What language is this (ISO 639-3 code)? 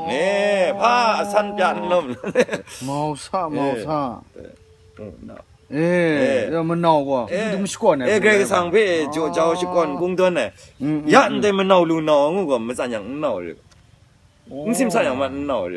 kac